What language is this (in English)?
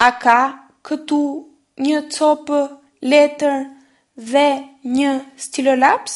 Albanian